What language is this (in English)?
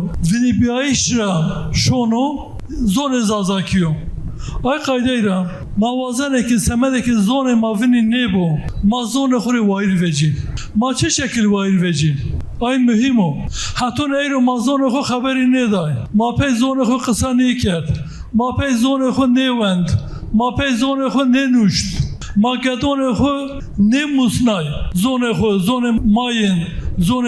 Zaza